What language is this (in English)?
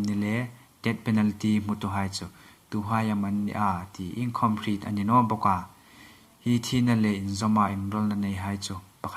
Hmar